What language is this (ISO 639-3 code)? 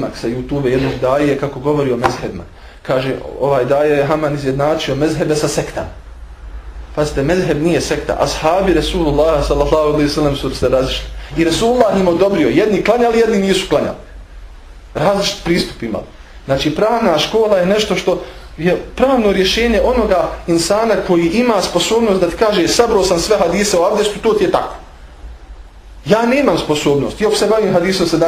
bos